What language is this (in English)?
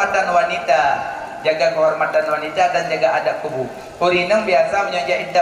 Achinese